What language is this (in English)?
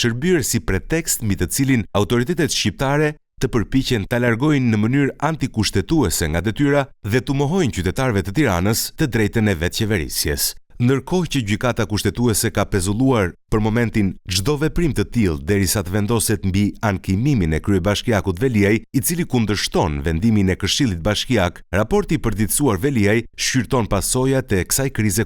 Albanian